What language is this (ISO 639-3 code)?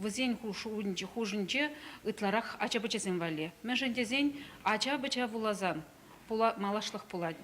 chv